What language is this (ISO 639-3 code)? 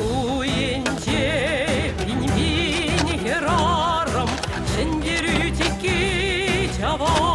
chv